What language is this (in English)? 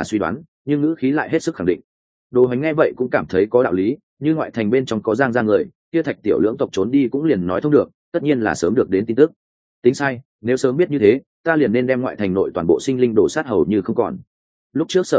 Vietnamese